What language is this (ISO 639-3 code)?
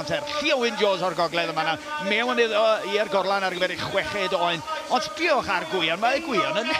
cym